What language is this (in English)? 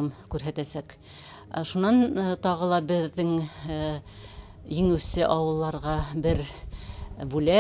Bashkir